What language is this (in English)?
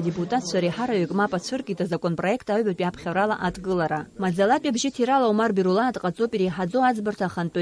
Abkhazian